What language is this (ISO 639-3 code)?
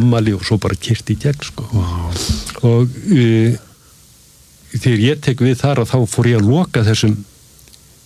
isl